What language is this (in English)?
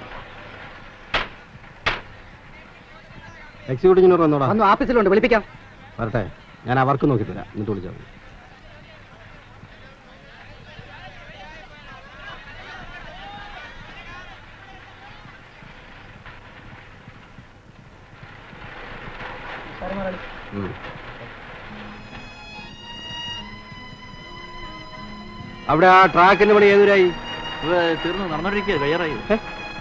Malayalam